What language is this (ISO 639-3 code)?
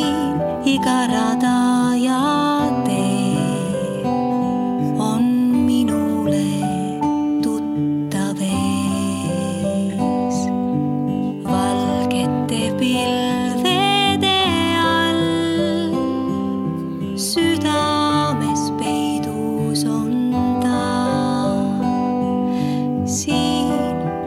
est